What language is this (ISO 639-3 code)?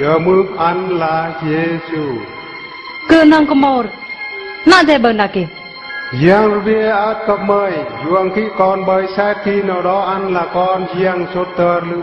bru